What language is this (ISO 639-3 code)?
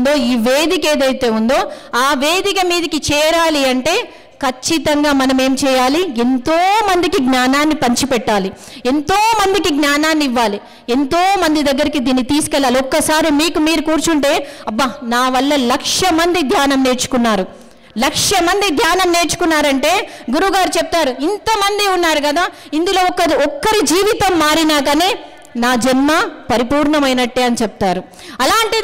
tel